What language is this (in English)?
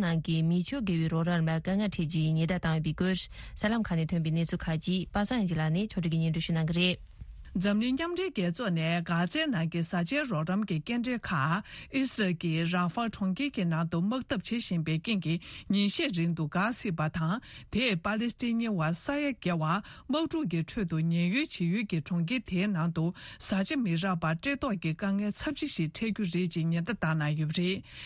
Tibetan